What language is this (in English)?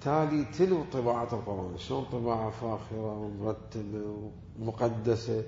Mesopotamian Arabic